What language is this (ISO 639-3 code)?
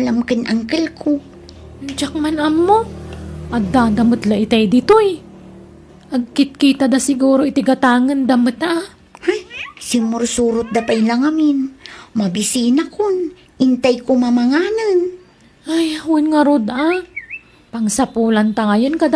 ilo